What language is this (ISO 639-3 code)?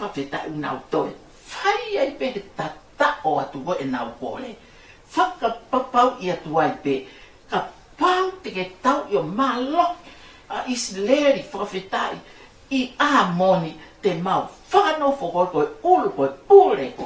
ton